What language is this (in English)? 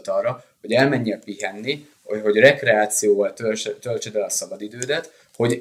Hungarian